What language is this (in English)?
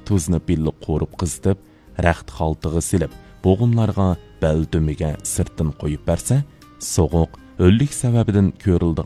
Uyghur